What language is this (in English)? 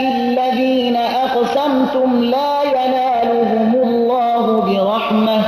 Persian